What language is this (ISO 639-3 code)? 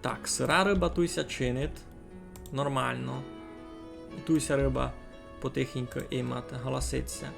rue